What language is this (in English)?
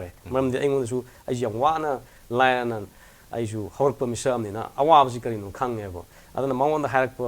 Manipuri